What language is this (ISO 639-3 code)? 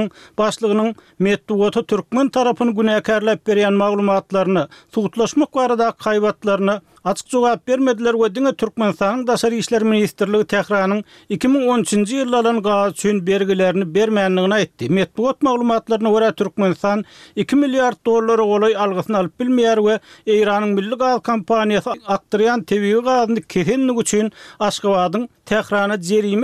tuk